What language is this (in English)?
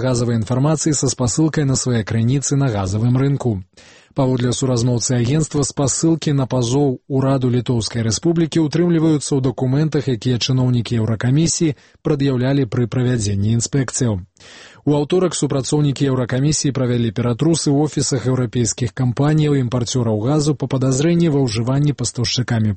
Belarusian